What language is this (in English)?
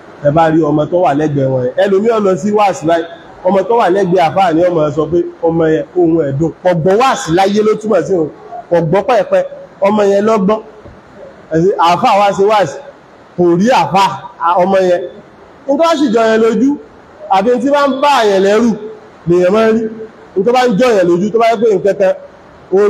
Yoruba